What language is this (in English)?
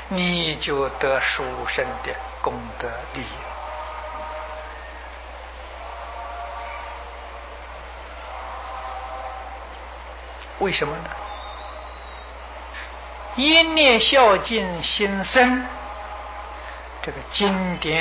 Chinese